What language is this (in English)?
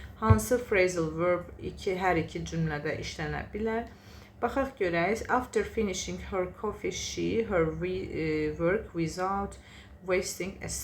Azerbaijani